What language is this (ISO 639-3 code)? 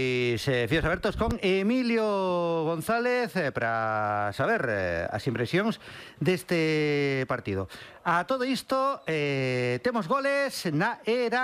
glg